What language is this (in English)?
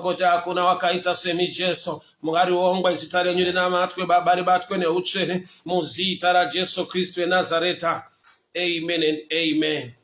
Shona